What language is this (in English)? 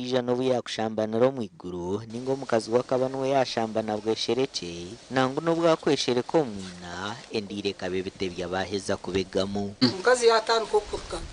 Nyankole